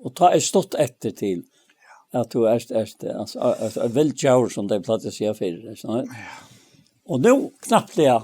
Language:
Faroese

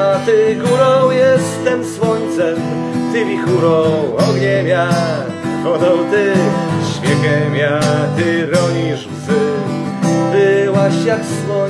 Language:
Polish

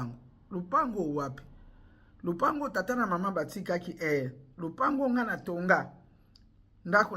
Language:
Lingala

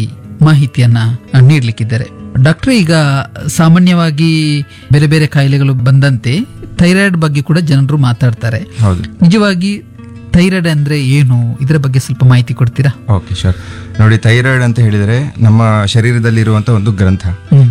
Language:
Kannada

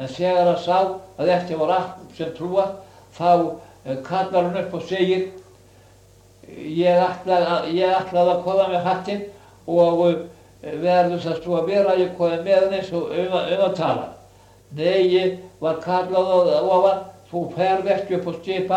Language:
Icelandic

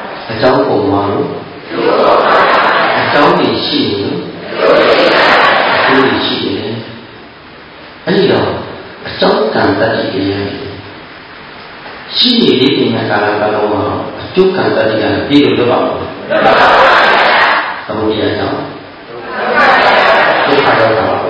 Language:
Burmese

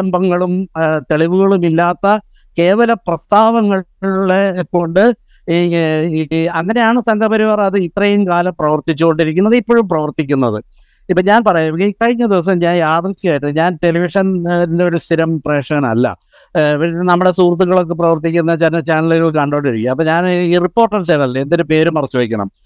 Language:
Malayalam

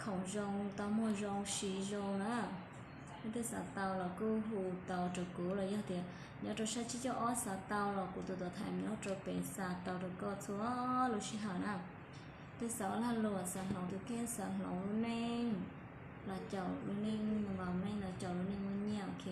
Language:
Hmong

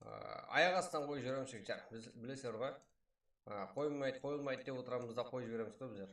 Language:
Kara-Kalpak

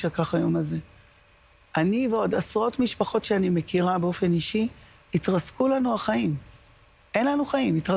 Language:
Hebrew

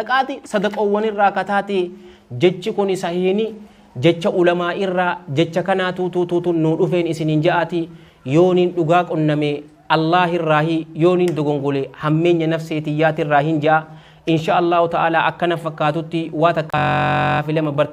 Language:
Oromo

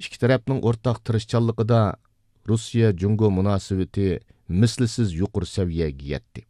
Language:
Uyghur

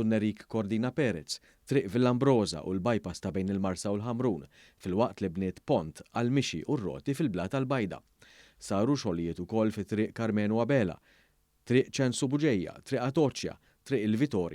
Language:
Maltese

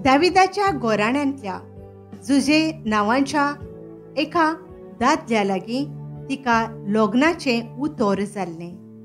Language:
Konkani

